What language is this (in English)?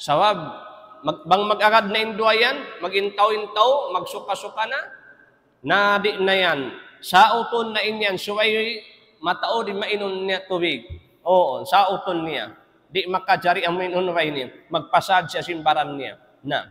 Tausug